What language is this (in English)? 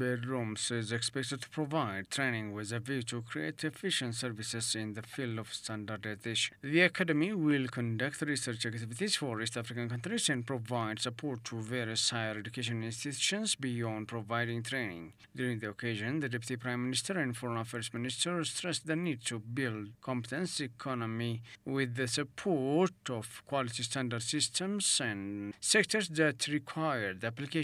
English